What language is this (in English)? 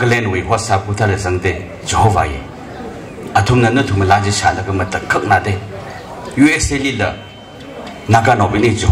Tangkhul Naga (India)